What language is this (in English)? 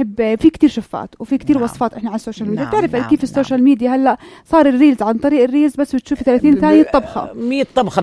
North Levantine Arabic